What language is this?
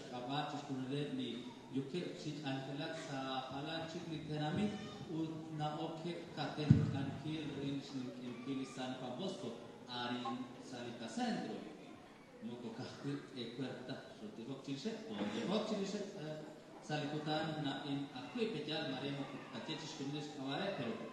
Kekchí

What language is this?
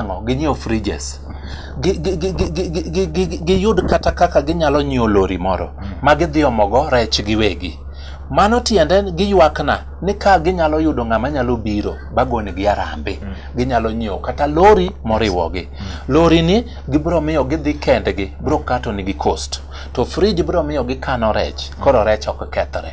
Luo (Kenya and Tanzania)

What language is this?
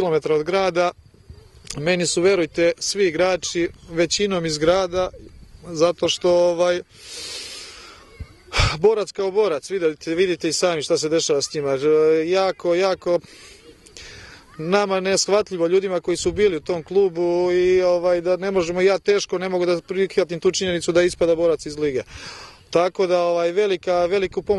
Serbian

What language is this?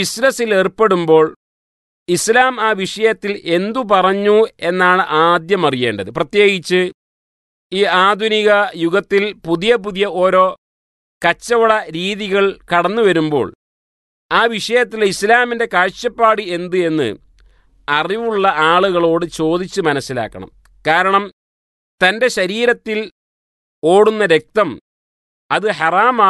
Malayalam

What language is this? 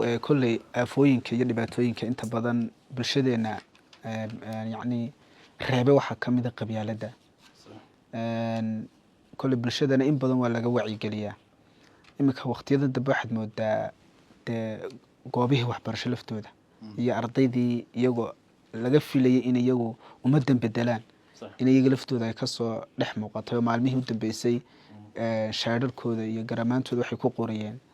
Somali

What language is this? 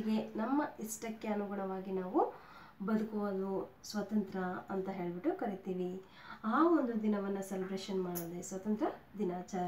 Kannada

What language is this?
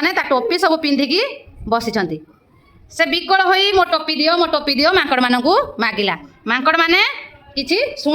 Odia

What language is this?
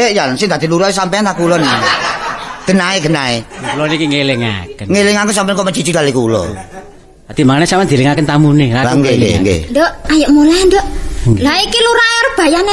Javanese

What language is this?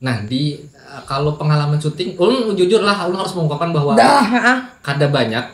Banjar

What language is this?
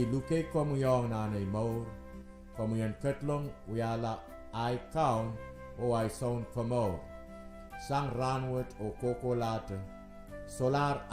Pohnpeian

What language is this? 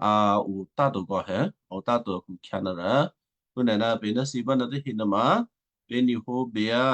Western Kayah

